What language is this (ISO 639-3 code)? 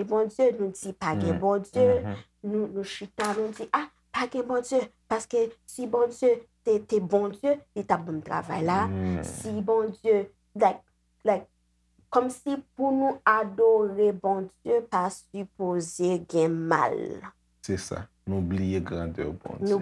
hat